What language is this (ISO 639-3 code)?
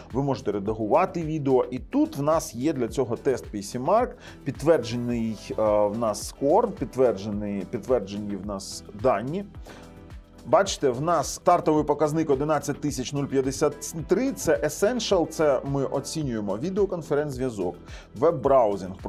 ukr